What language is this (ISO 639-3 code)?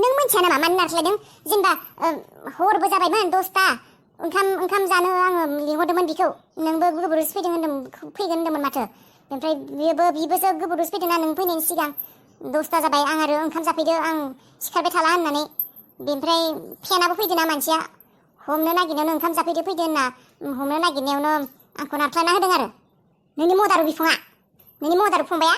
brx